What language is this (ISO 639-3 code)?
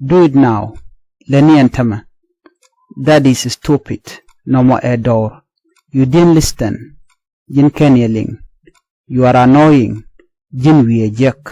nus